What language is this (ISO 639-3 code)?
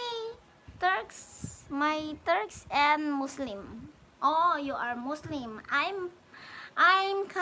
pag